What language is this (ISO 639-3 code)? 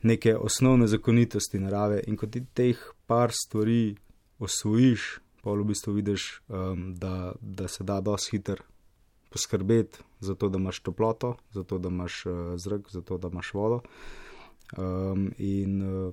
slv